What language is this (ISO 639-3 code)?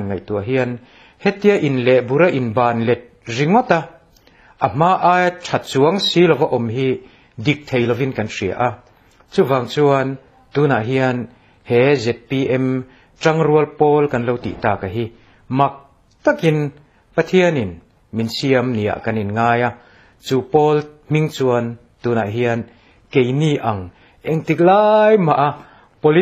lus